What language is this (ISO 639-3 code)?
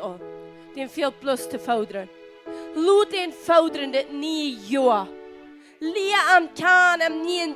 pdt